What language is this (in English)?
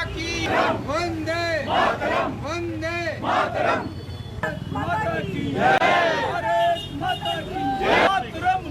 Dogri